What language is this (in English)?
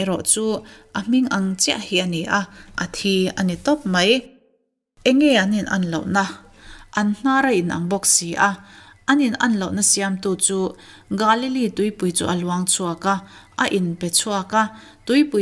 Mizo